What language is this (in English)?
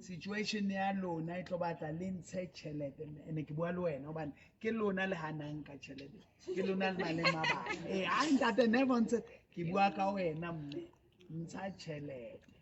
Southern Sotho